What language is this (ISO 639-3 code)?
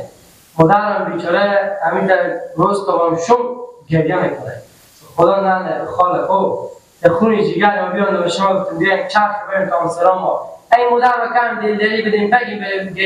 fas